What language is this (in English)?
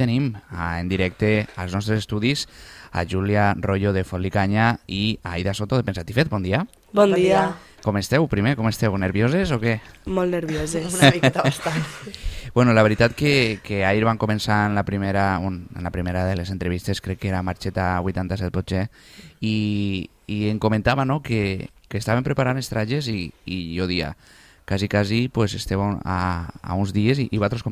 Catalan